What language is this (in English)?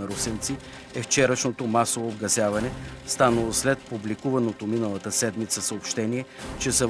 Bulgarian